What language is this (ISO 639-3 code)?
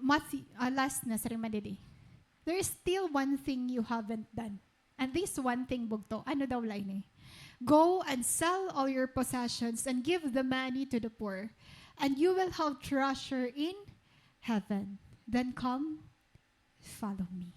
war